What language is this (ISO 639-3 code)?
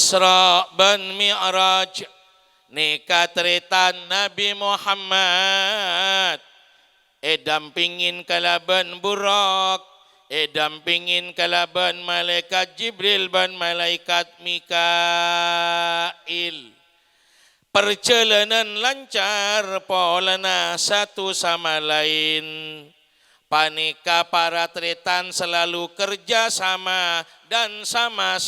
mad